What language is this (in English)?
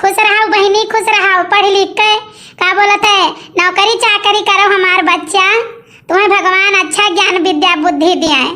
Awadhi